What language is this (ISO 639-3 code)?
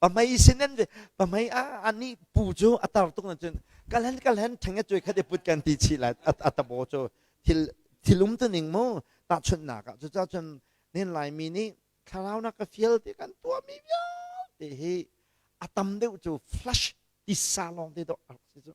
cnh